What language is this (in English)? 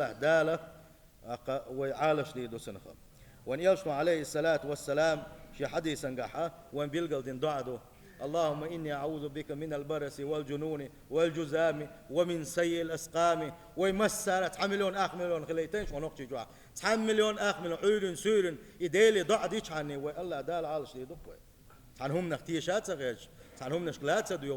Chechen